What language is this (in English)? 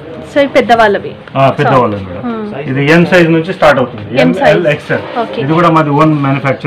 Telugu